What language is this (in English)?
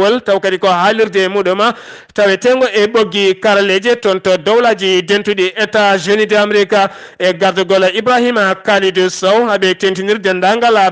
Fula